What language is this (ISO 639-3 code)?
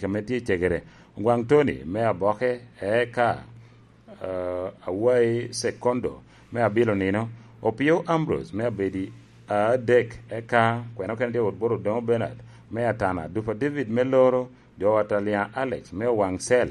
laj